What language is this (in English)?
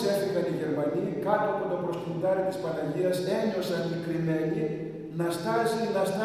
Greek